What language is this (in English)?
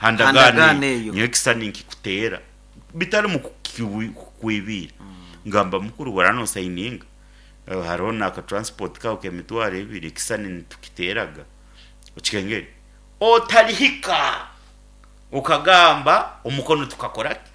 Nyoro